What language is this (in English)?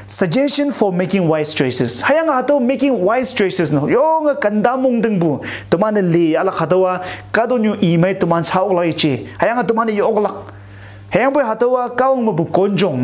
Konyak Naga